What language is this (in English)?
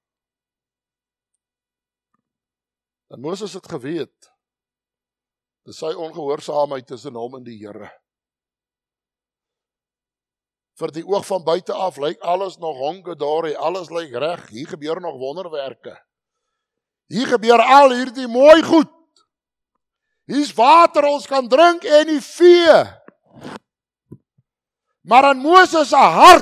Afrikaans